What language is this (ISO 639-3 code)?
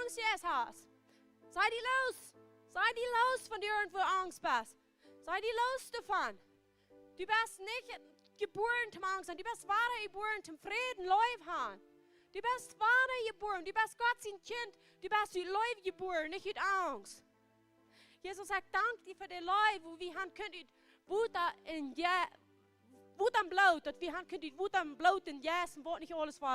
pdt